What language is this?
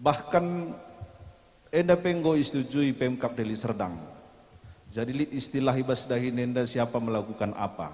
Batak Karo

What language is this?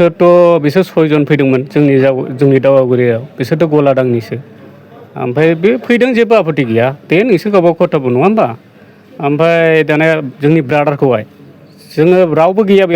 Bodo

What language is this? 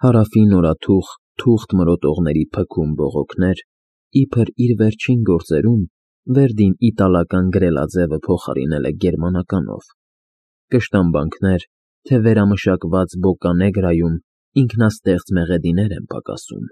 Armenian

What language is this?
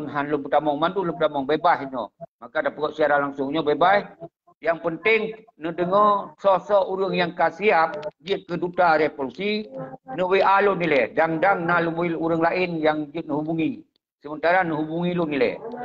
Achinese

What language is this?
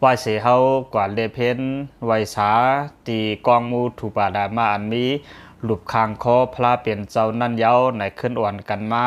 Lao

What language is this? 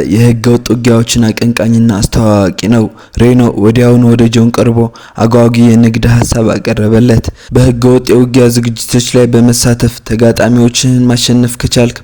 Amharic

